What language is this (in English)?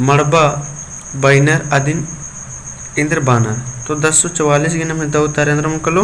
Kurukh